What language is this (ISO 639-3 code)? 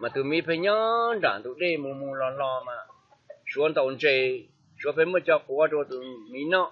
hmn